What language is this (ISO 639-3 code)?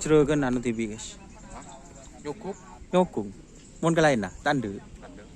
mad